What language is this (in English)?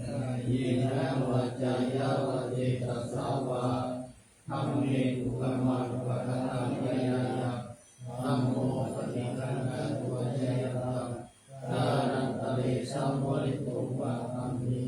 Pali